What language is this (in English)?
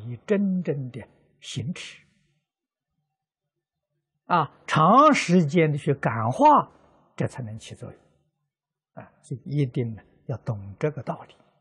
Chinese